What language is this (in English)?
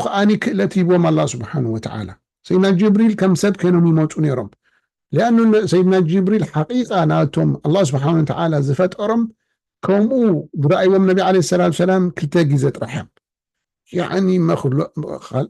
Tigrinya